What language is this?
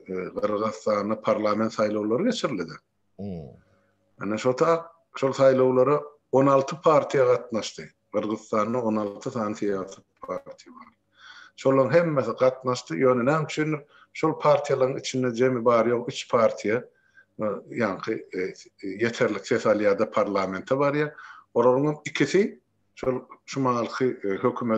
Turkmen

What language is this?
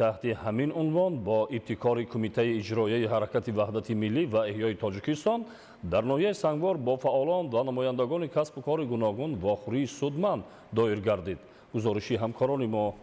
Tajik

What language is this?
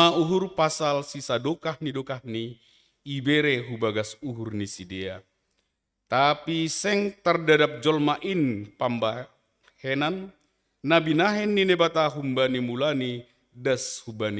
Batak Simalungun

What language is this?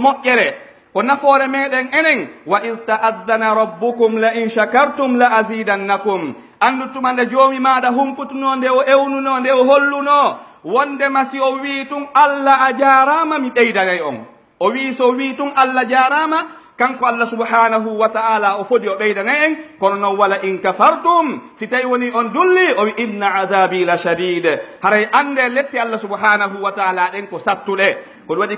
Pular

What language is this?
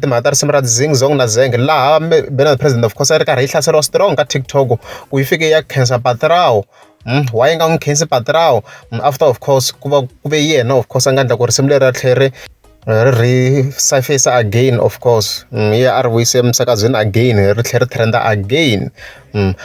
Tsonga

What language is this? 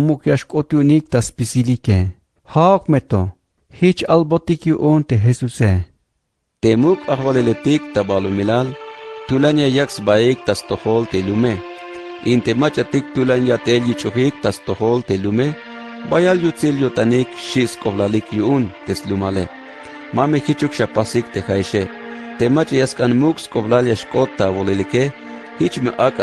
Tzeltal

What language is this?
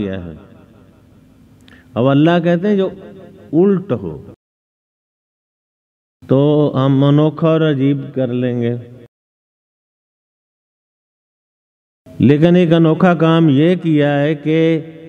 Urdu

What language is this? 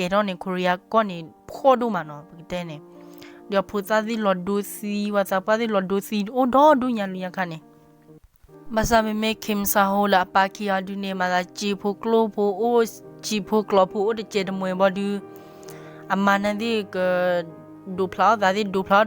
S'gaw Karen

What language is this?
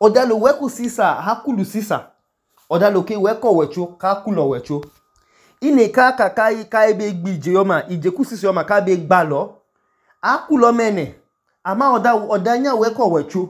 Idoma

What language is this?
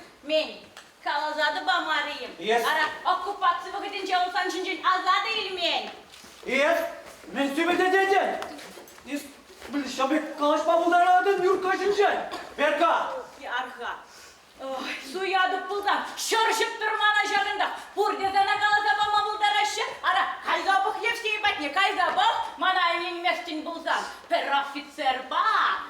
Chuvash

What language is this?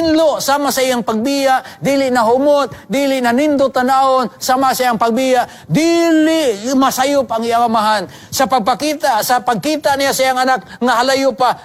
Cebuano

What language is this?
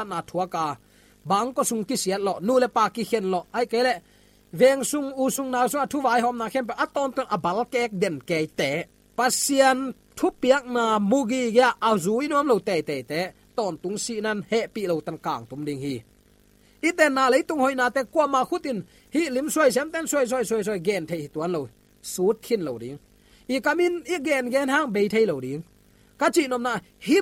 Tedim Chin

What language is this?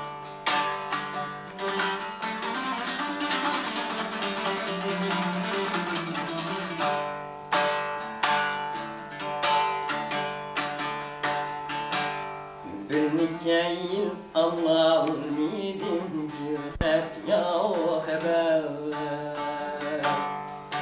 Turkish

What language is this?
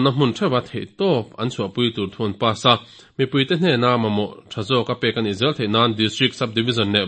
Mizo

